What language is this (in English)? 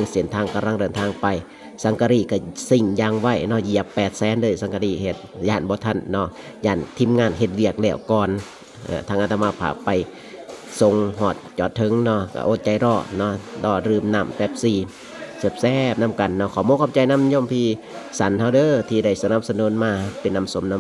Lao